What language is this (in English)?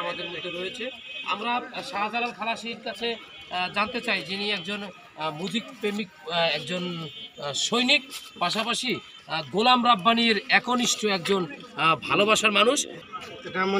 Bangla